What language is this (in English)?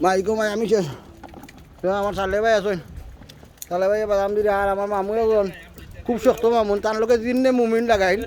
Sylheti